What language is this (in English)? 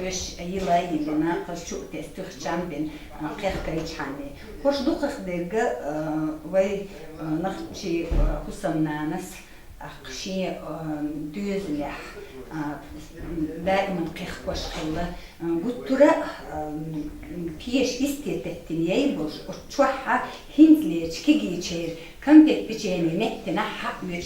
Chechen